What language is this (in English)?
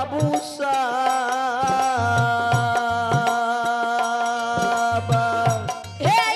Maithili